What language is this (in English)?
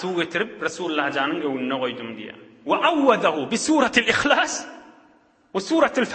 Turkmen